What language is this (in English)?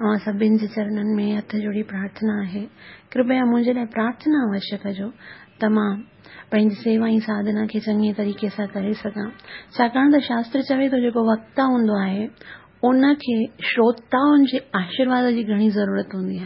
Sindhi